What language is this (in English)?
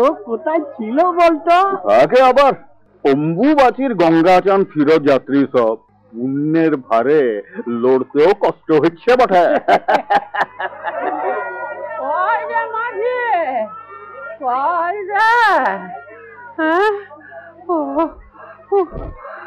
Bangla